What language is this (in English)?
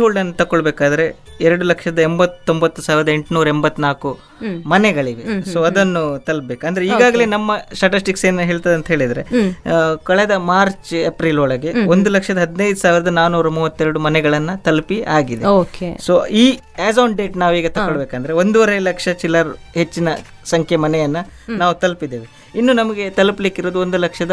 Kannada